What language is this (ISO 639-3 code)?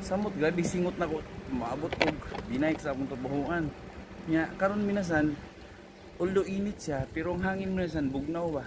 ceb